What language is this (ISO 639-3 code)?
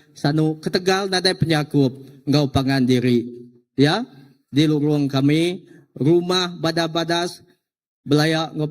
iba